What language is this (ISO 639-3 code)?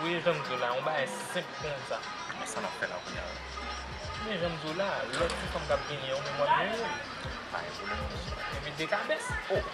hat